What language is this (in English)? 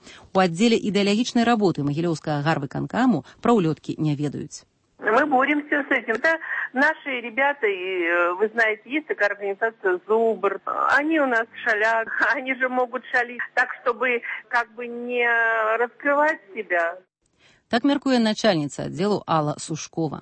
Belarusian